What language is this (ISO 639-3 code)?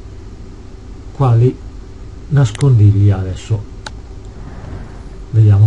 ita